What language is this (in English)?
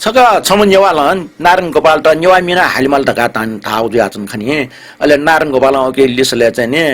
Newari